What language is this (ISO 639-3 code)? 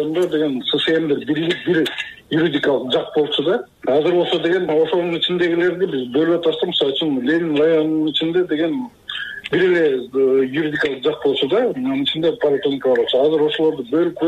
kir